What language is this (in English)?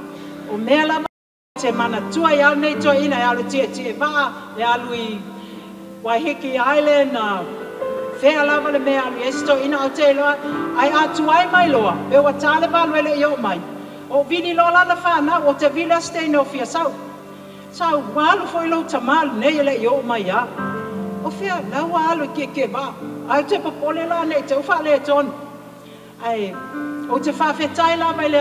Samoan